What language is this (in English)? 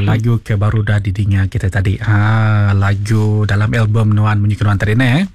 Iban